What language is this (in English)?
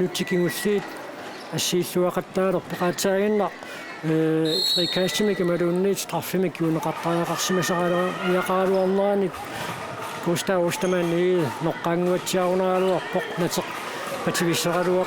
Kalaallisut